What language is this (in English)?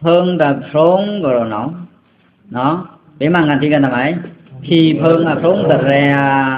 Pa'o Karen